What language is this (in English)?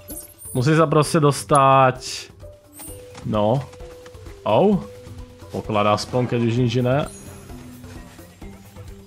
Slovak